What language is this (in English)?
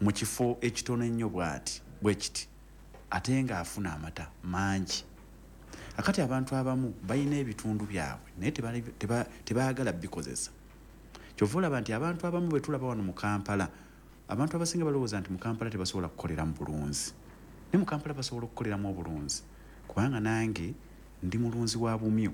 Ganda